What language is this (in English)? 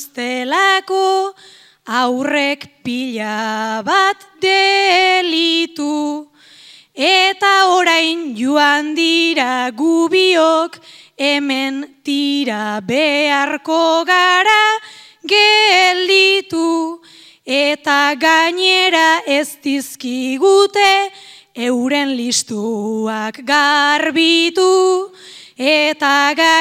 Basque